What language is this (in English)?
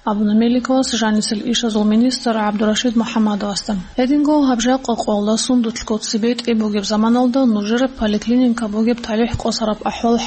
Avaric